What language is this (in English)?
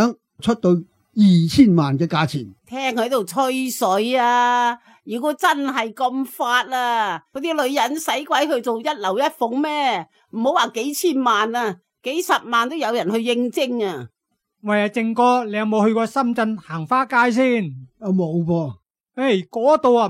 Cantonese